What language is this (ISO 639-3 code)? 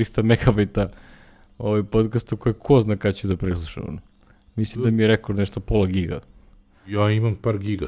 srp